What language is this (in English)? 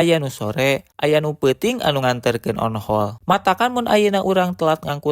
Sundanese